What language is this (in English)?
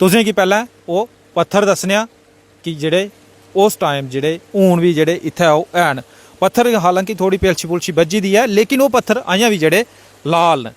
Dogri